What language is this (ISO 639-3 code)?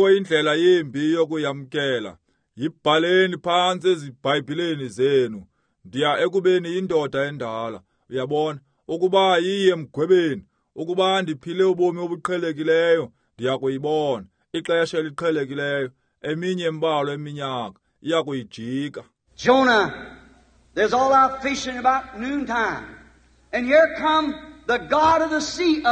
xho